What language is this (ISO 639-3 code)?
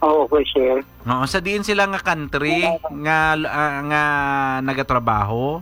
hil